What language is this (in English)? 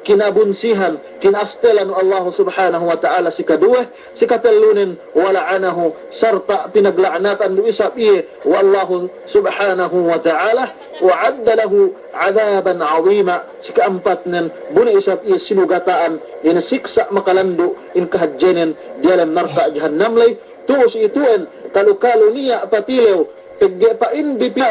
Yakan